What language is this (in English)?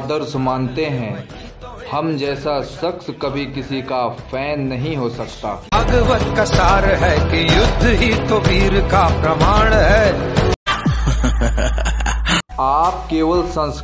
Hindi